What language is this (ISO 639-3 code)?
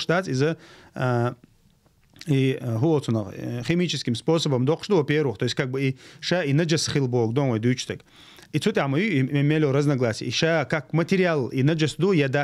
che